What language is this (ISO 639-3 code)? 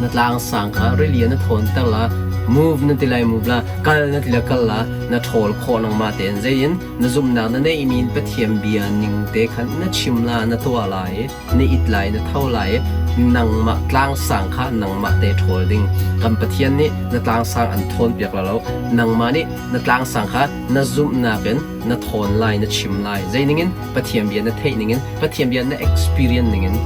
cnh